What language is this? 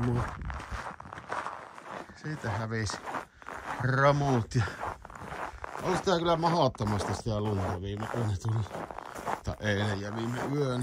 Finnish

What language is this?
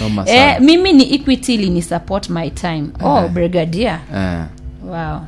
Gusii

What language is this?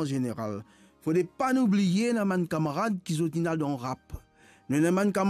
Morisyen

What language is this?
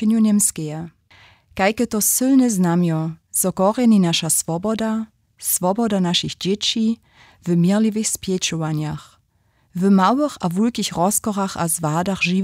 Upper Sorbian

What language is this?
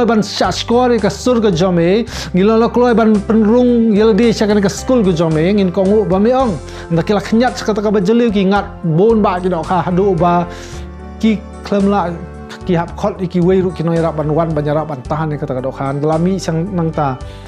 Khasi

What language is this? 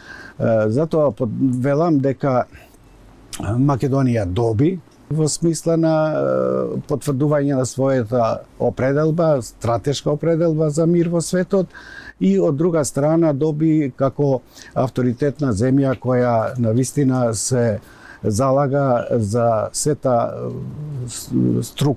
Macedonian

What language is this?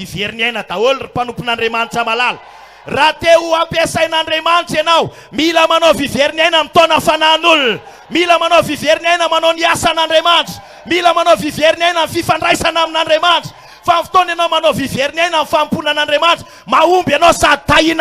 Malagasy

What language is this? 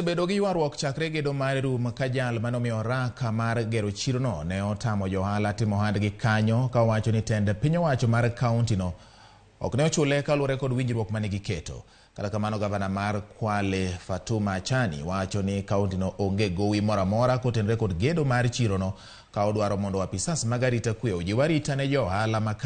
Luo (Kenya and Tanzania)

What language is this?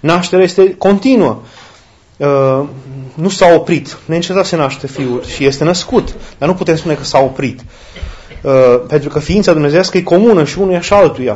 Romanian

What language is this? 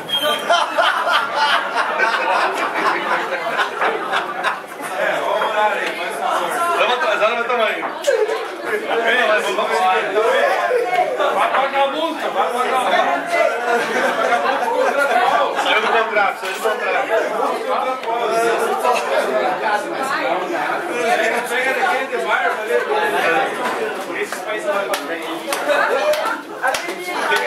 Portuguese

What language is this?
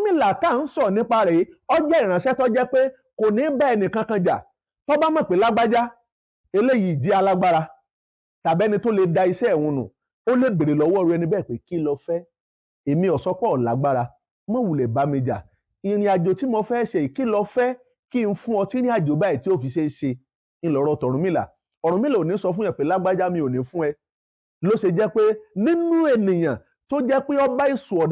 Yoruba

